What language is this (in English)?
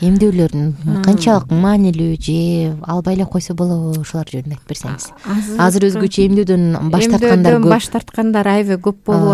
Kyrgyz